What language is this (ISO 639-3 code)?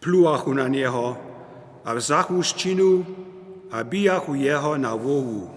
hsb